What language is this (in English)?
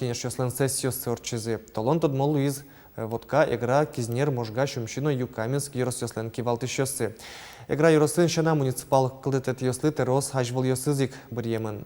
Udmurt